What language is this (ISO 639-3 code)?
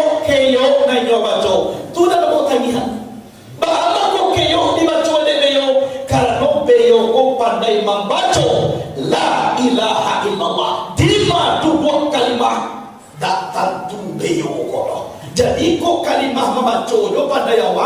min